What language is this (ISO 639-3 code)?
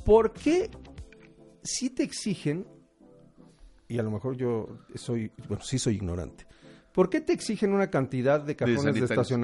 spa